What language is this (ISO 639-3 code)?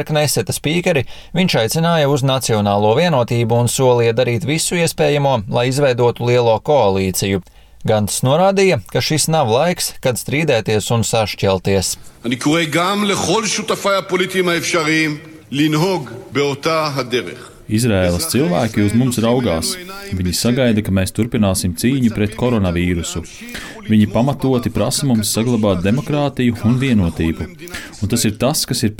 lav